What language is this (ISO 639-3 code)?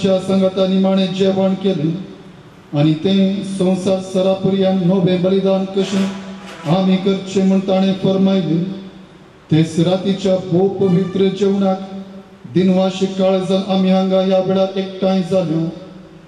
kok